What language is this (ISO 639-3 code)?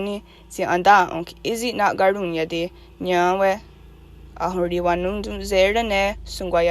moh